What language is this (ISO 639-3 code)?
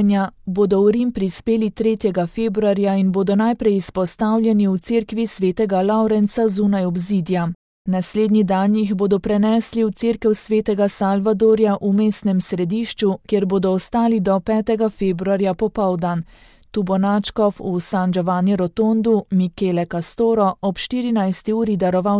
slv